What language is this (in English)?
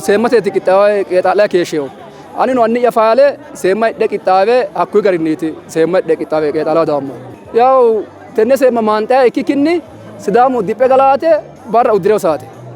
Sidamo